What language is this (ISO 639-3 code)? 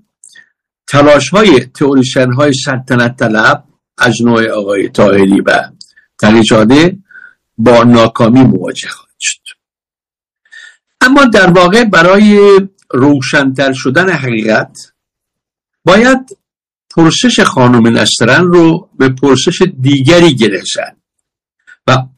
fas